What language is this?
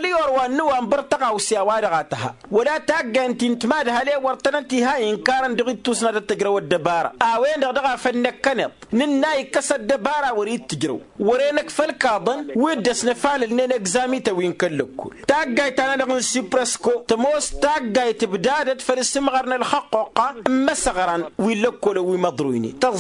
Tamasheq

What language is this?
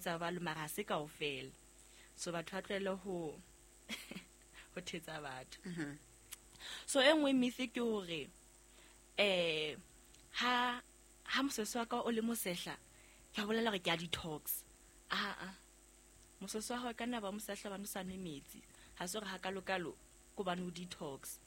Southern Sotho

